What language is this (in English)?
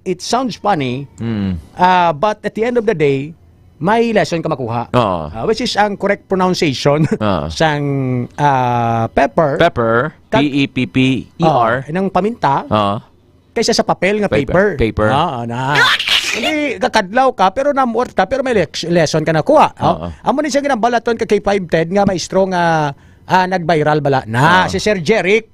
Hiligaynon